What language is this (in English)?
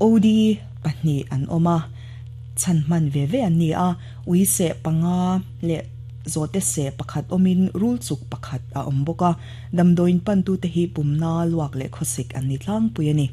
Mizo